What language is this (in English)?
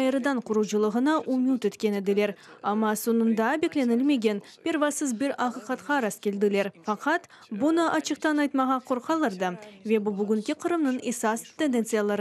Crimean Tatar